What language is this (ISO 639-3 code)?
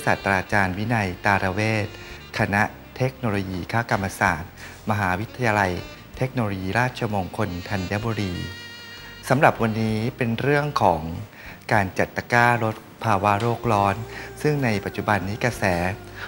tha